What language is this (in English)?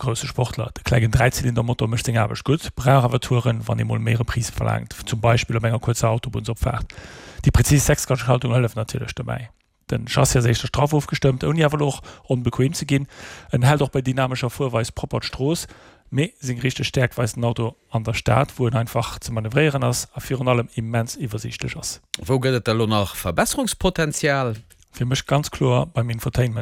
Luxembourgish